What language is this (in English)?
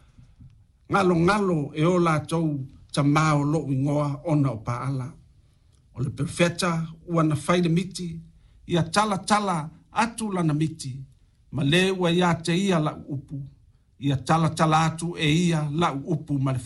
Samoan